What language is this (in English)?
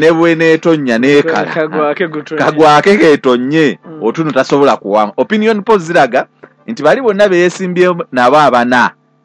Ganda